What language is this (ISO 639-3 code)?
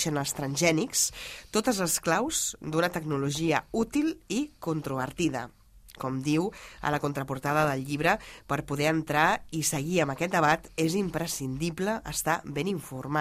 cat